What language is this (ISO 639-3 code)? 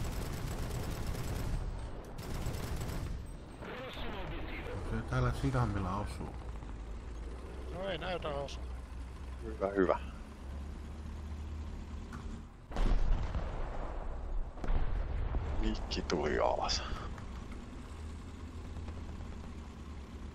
fin